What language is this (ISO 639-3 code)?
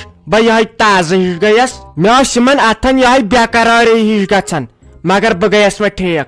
kas